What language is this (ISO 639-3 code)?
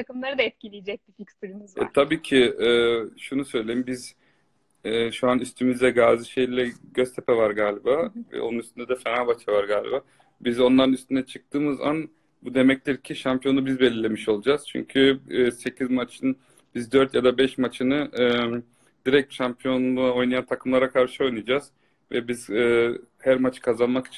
tur